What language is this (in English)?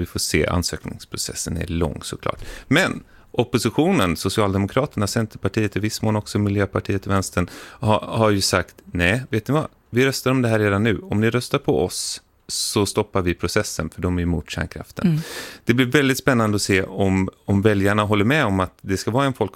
Swedish